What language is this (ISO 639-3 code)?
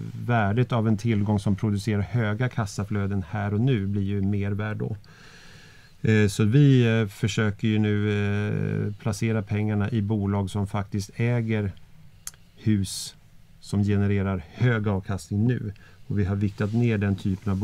swe